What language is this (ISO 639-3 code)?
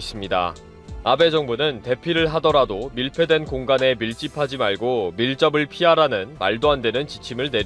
kor